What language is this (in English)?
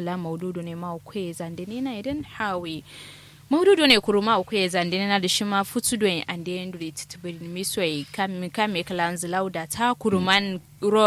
Kanuri